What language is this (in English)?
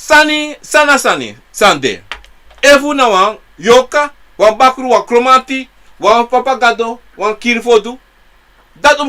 Sranan Tongo